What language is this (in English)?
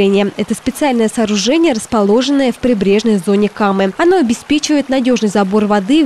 Russian